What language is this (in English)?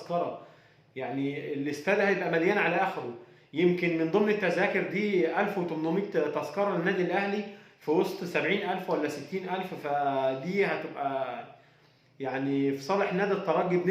Egyptian Arabic